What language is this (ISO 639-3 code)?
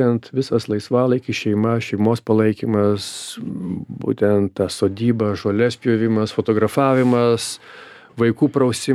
lit